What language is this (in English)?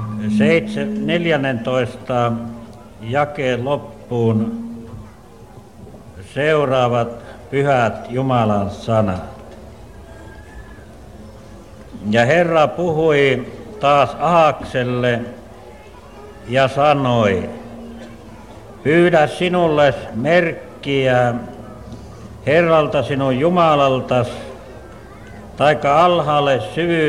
Finnish